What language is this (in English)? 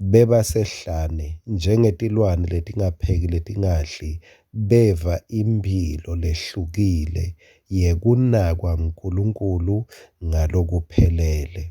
Swati